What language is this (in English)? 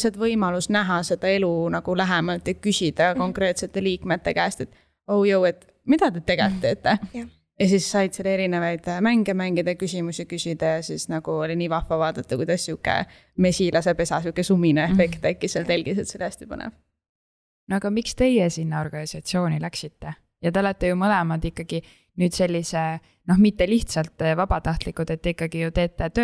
Estonian